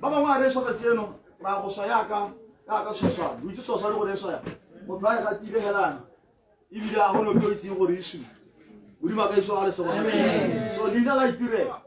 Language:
Tswana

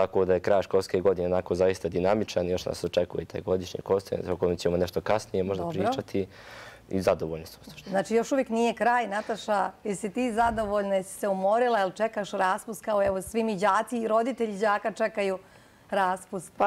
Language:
Bosnian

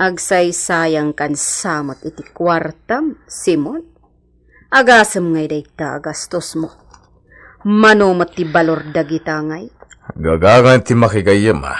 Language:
Iloko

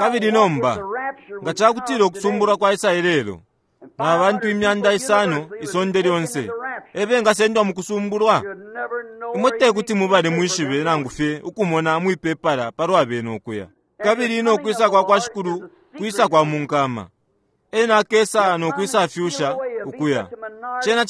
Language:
Bemba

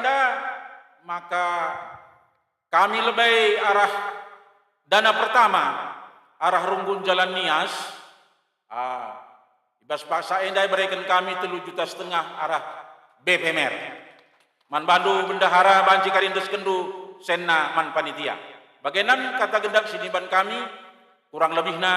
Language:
Batak Karo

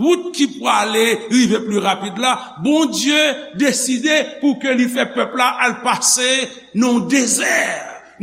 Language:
Haitian Creole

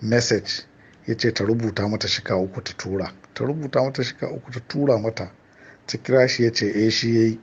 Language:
Hausa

